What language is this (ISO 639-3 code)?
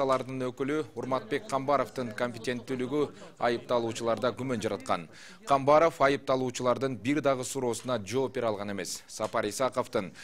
kir